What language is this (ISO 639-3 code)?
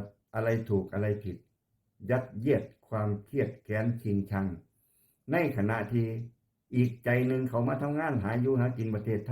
lao